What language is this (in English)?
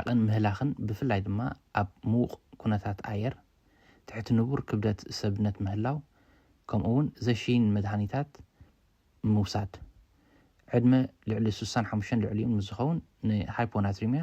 Tigrinya